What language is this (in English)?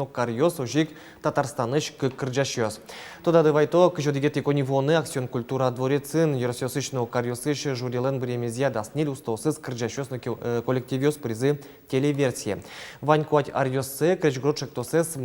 Udmurt